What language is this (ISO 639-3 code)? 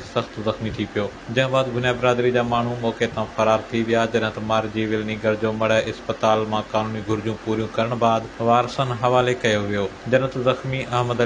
snd